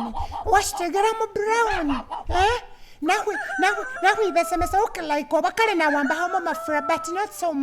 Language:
Masaaba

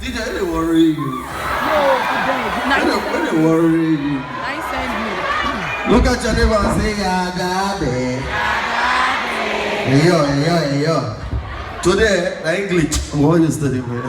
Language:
Nigerian Pidgin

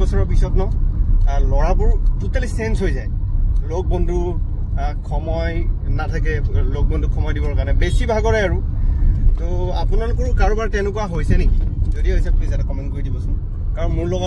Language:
Assamese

